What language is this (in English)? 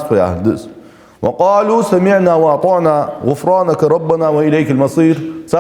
Ingush